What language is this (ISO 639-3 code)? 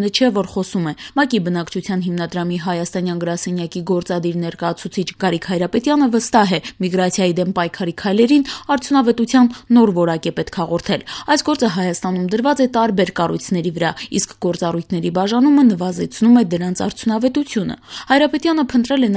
hye